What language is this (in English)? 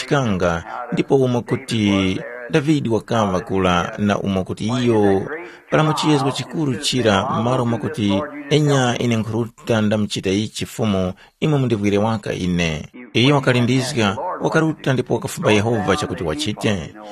Tumbuka